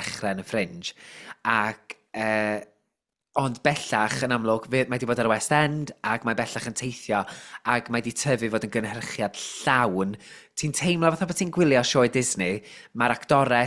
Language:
Welsh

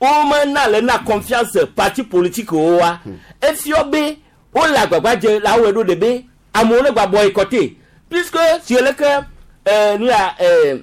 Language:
Gen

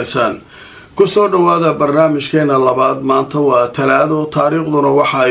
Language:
Somali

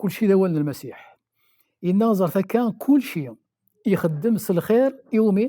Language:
Kabyle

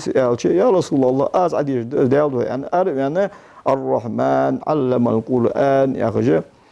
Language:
Ingush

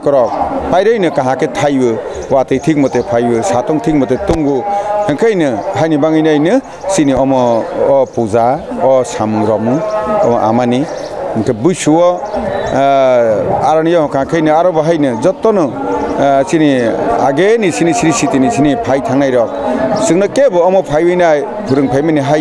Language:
Kok Borok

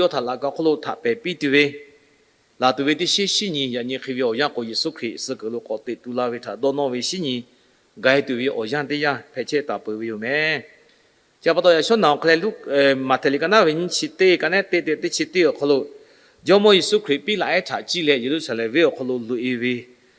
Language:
Lahu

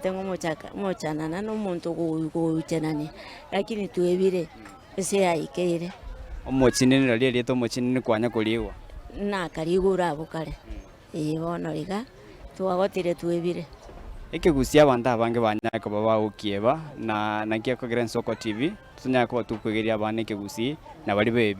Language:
Gusii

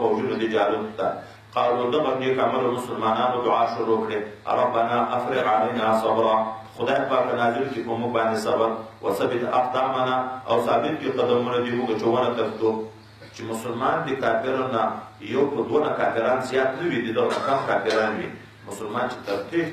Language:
Pashto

